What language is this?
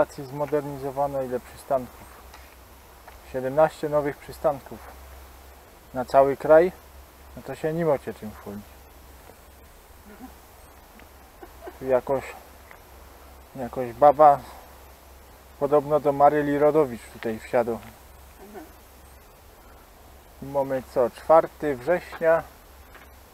Polish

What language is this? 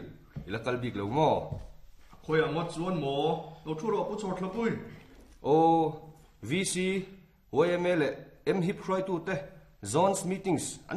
Mizo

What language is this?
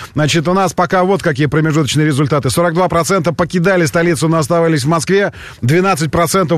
Russian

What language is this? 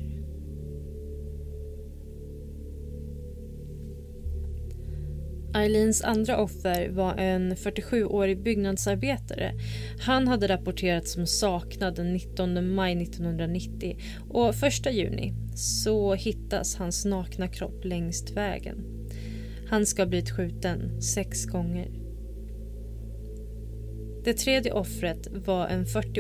Swedish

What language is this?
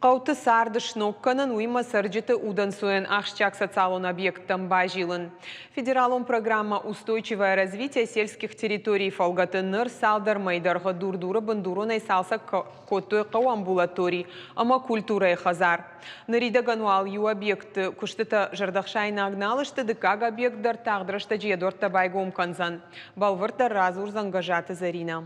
Ossetic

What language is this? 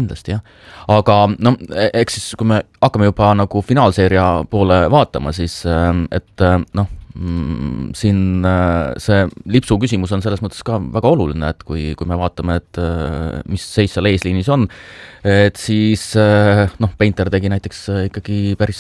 Estonian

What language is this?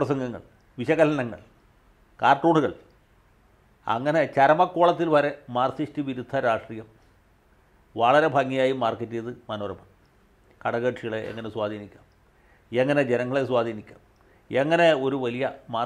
Malayalam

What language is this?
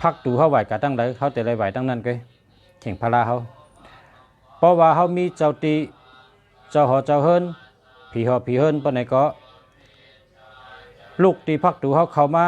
Shan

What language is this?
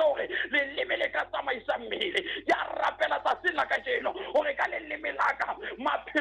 Southern Sotho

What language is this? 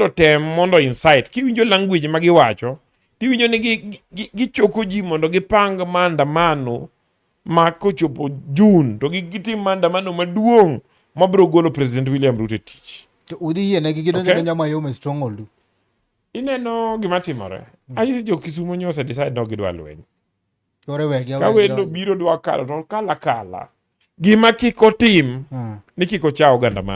Luo (Kenya and Tanzania)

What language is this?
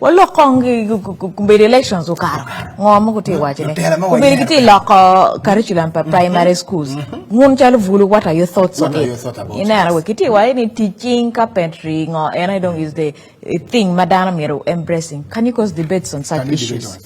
Acoli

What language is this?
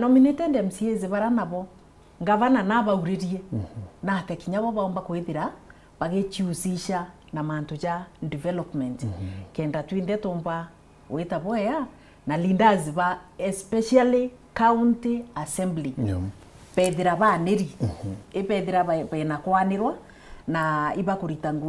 Meru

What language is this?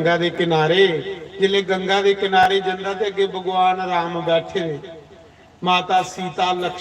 Dogri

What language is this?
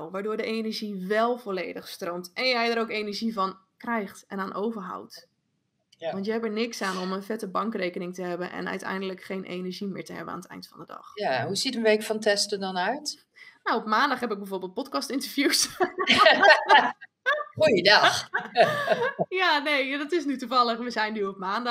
Dutch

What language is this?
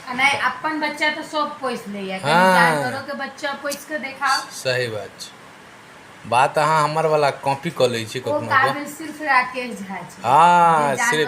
Maithili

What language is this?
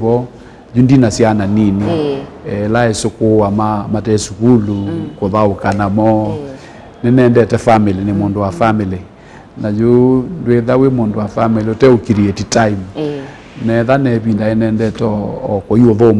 Kamba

